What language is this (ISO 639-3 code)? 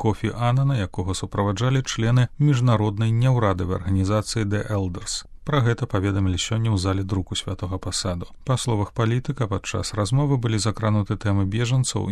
bel